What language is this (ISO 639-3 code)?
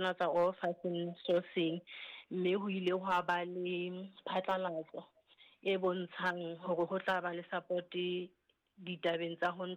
sot